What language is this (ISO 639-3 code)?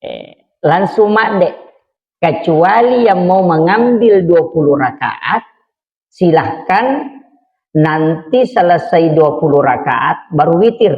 bug